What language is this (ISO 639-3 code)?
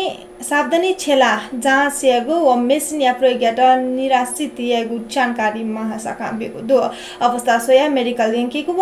new